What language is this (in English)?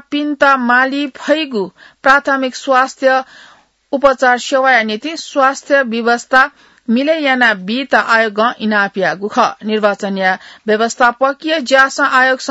Newari